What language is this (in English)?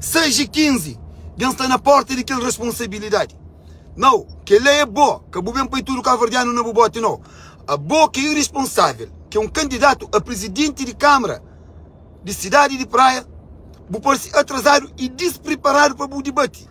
Kabuverdianu